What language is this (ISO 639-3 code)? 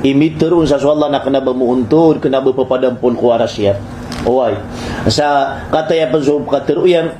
mrw